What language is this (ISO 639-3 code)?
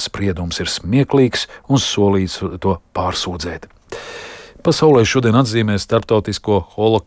lav